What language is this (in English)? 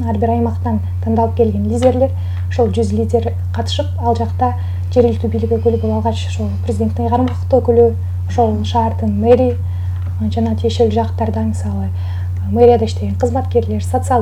Kyrgyz